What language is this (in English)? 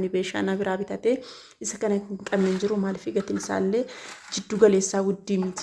Oromo